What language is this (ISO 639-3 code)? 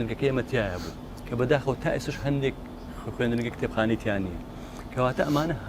ckb